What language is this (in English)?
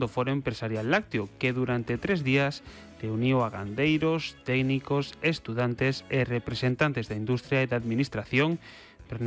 Galician